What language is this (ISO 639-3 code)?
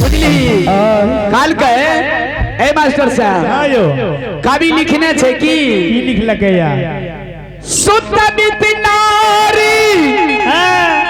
mai